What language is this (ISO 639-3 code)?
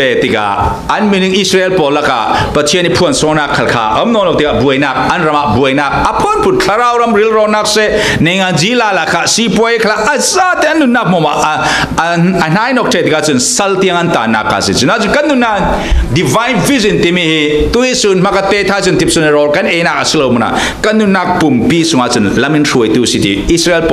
cfm